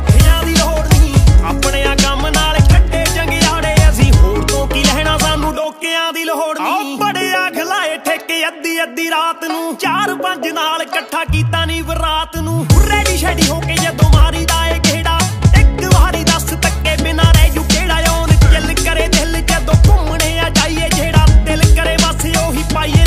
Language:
Punjabi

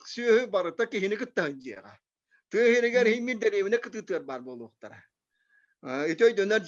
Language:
Yakut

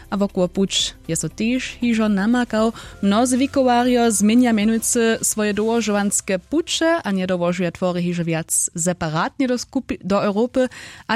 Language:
Upper Sorbian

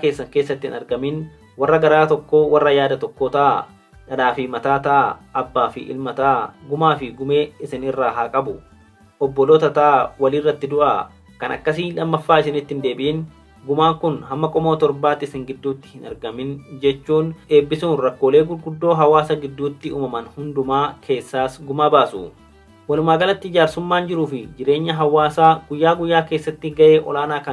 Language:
Oromo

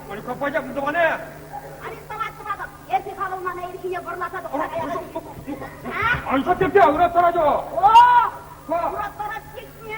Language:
Chuvash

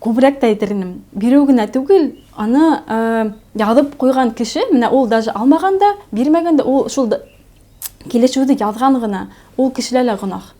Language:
Bashkir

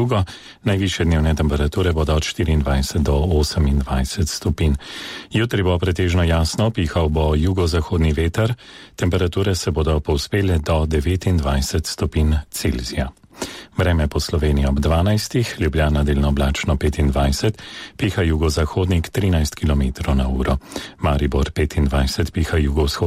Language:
Slovenian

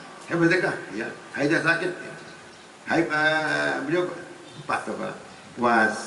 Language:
Sasak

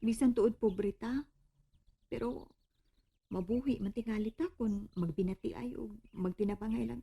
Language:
Cebuano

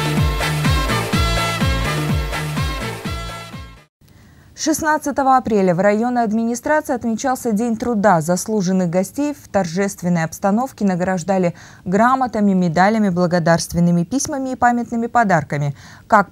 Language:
Russian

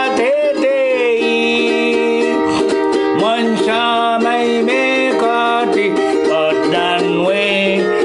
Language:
Pohnpeian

